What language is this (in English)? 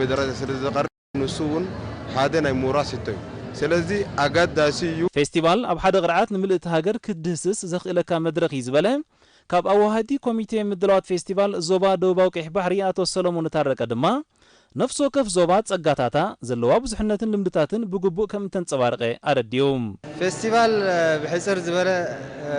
Tigrinya